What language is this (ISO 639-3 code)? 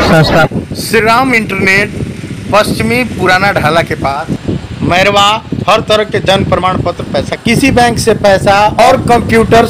bho